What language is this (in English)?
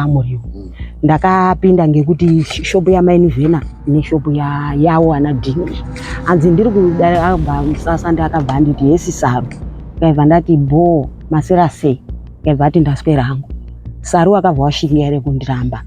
Shona